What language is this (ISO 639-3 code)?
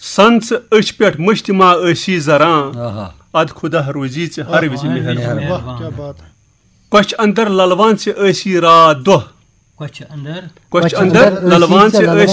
kas